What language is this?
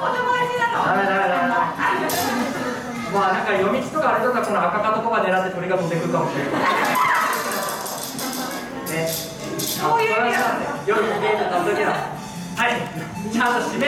Japanese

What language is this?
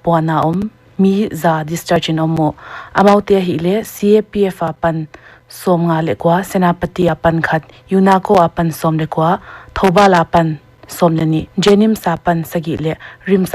Paite Chin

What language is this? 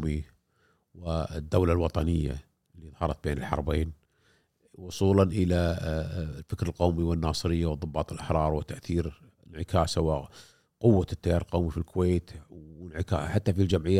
Gulf Arabic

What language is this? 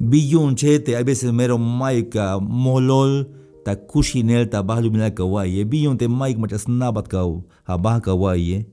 Tzeltal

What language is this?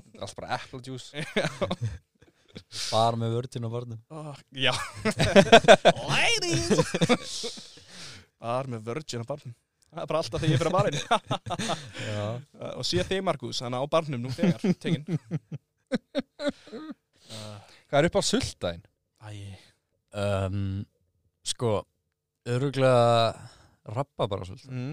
Icelandic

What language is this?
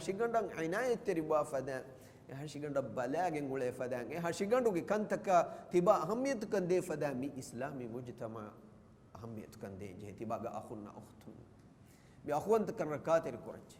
Divehi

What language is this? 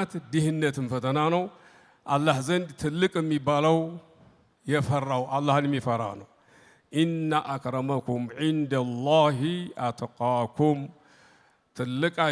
Amharic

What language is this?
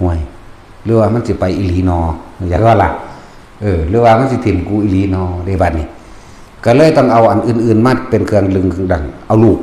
Northeastern Thai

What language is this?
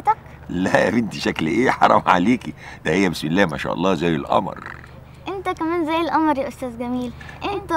Egyptian Arabic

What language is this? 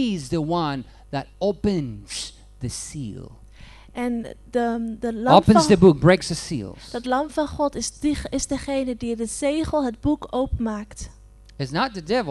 Dutch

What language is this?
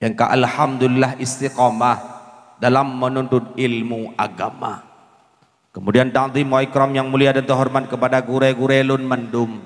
Achinese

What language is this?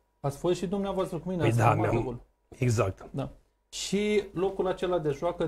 Romanian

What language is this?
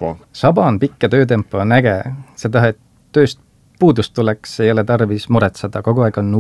Estonian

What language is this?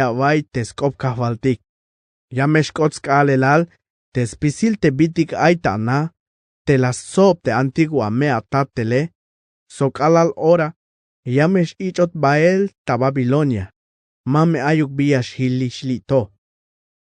Tzeltal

